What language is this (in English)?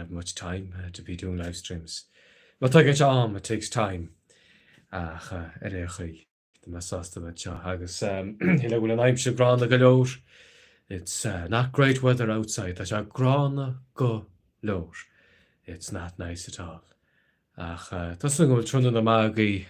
Irish